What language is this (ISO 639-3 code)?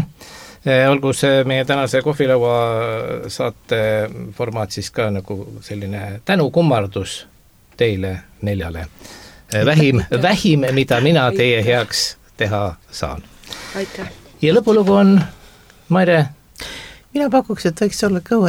est